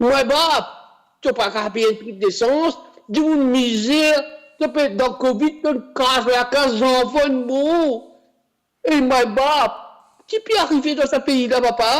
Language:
Morisyen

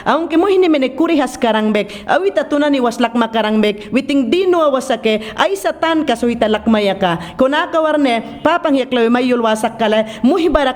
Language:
Mayangna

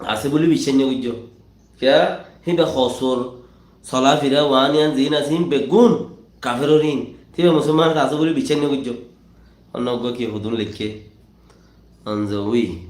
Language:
Rohingya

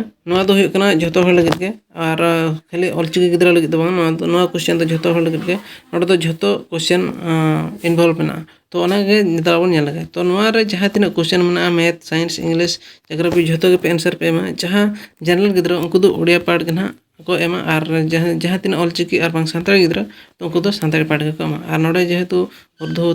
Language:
Santali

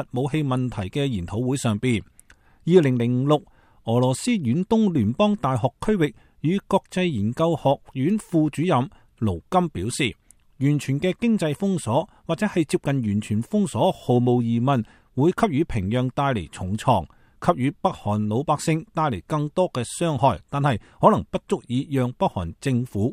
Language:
Cantonese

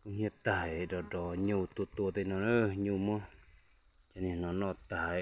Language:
Hmong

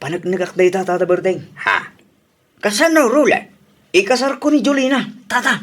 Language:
Iloko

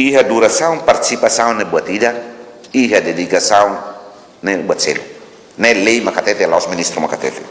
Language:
Tetum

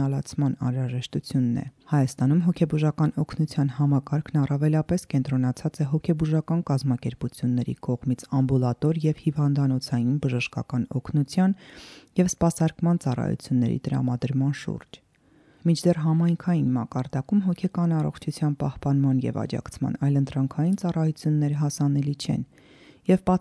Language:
Armenian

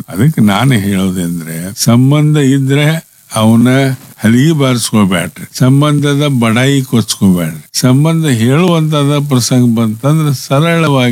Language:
Kannada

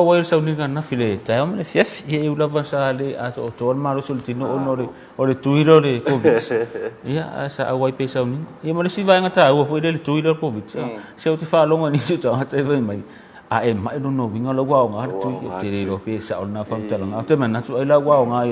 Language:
Samoan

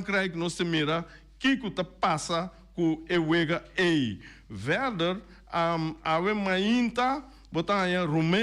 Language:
Papiamento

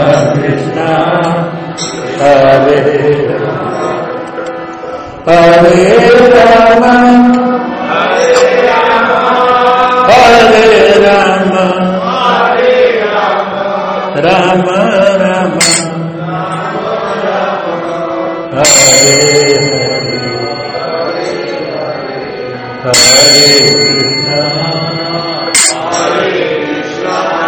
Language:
Gujarati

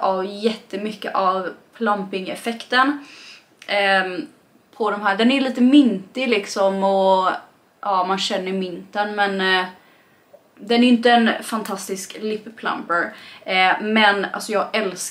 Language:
Swedish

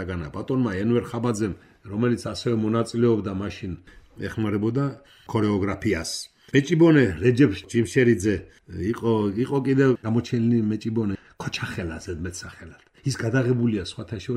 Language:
Georgian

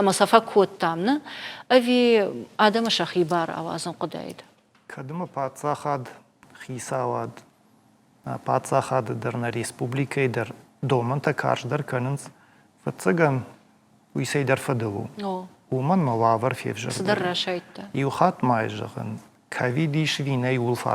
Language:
Ossetic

